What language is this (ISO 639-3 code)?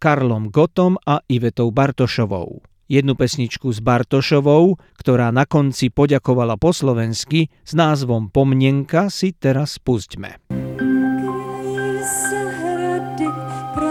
slk